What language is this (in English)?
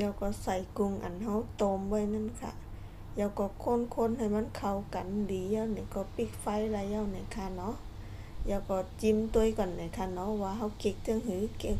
Shan